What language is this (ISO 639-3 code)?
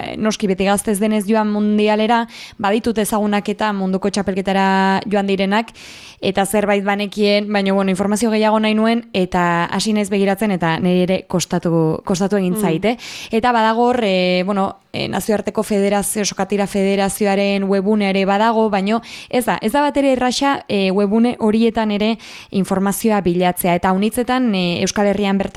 eus